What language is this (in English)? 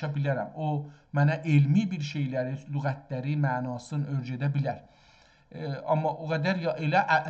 South Azerbaijani